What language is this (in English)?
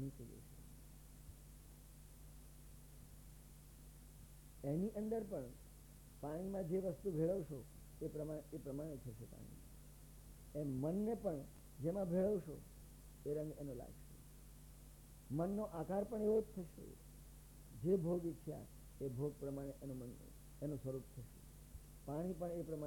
Gujarati